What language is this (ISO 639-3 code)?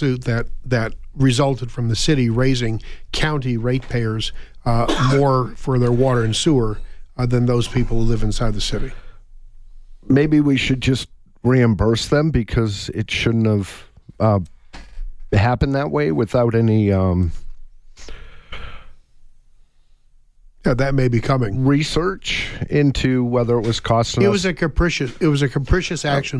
eng